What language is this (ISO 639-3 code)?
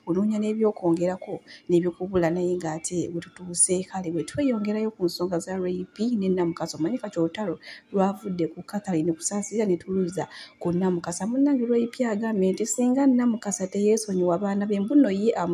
lug